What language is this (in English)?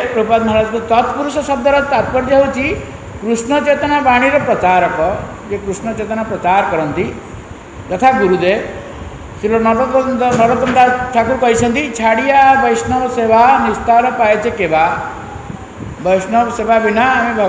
Odia